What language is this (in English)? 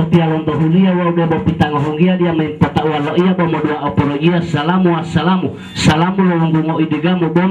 Gorontalo